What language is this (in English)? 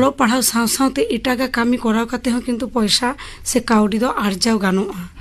Santali